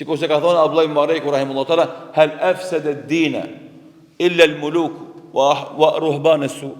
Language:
Albanian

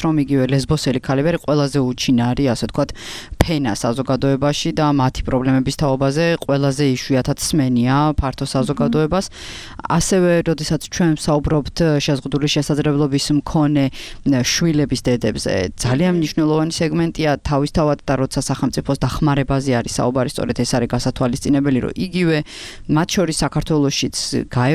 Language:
Georgian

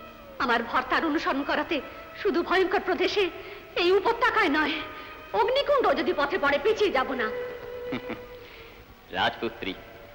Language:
Bangla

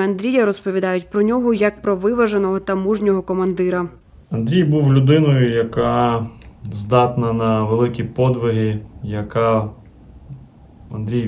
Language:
Ukrainian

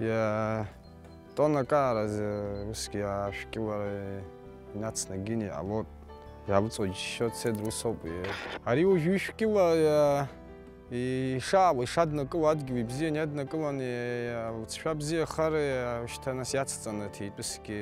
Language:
Abkhazian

